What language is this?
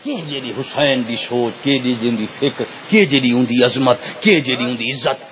Saraiki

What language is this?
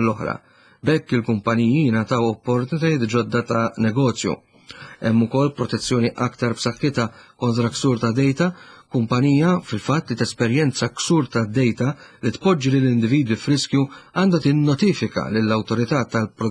Maltese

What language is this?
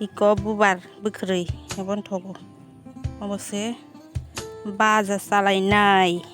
Kok Borok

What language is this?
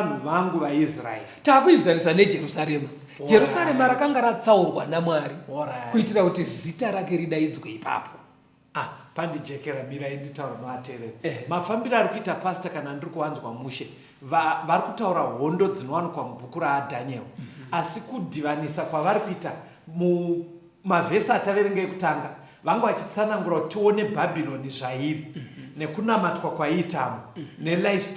Shona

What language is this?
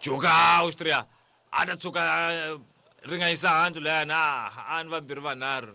Tsonga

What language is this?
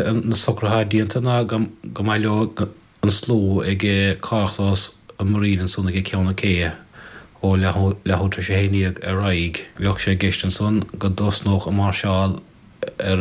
Irish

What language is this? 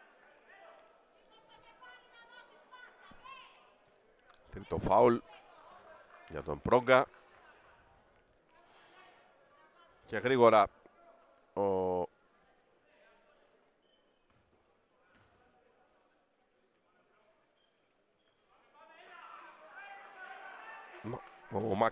Greek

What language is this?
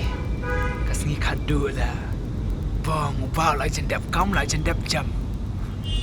Khasi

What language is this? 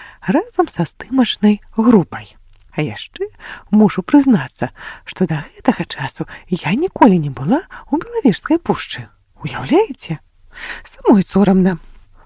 Belarusian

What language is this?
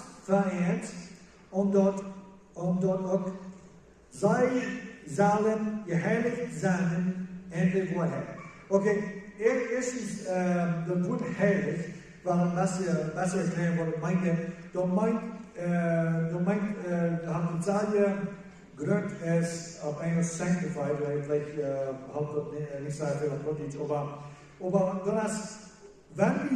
Plautdietsch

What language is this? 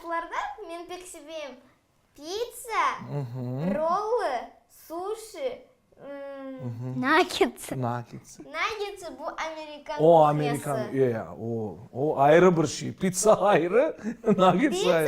Crimean Tatar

